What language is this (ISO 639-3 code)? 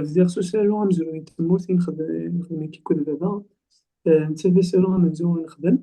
kab